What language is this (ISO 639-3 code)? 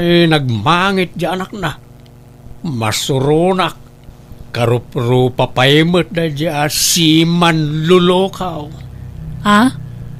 ilo